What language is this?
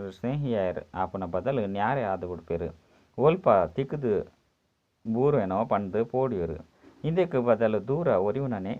Tulu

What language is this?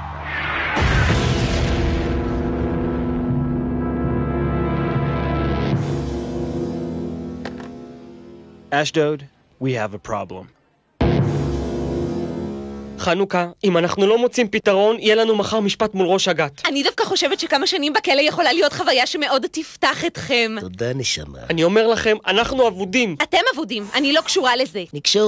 Hebrew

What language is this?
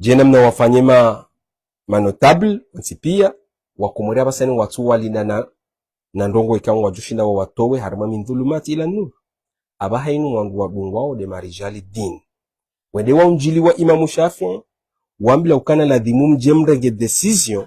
Ngazidja Comorian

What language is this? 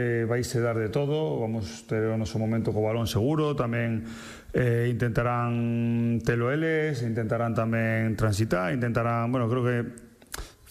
Galician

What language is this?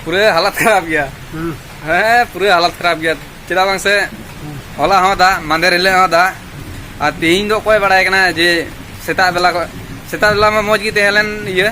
Santali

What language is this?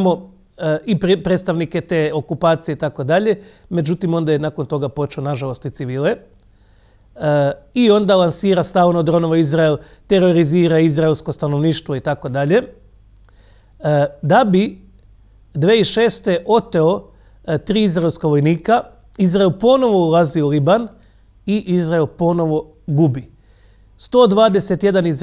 Croatian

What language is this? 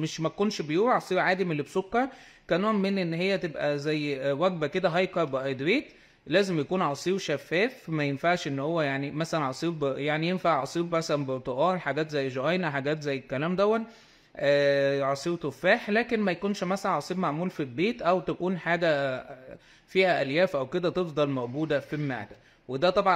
Egyptian Arabic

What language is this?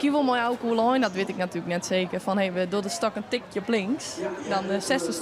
Western Frisian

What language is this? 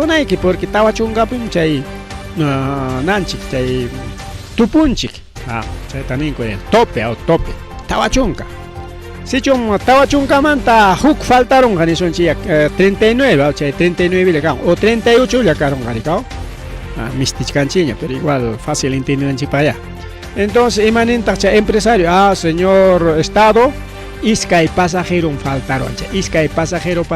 Ayacucho Quechua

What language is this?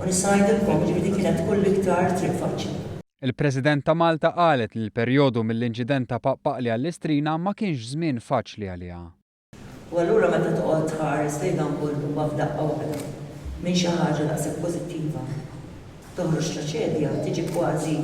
Maltese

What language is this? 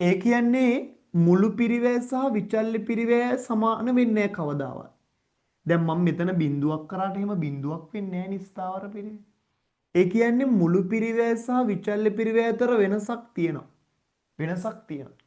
Sinhala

